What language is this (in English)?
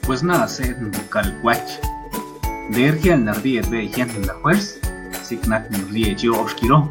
San Pedro Quiatoni Zapotec